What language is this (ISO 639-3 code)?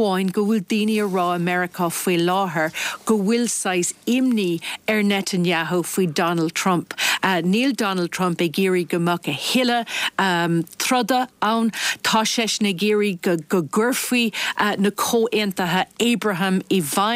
gle